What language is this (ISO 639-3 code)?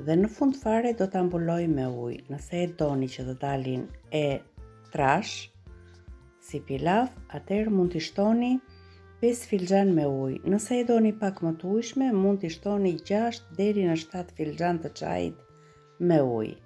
sqi